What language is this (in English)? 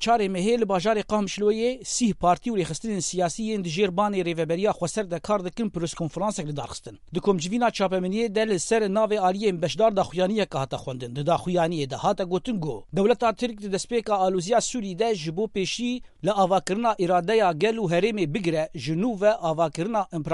Kurdish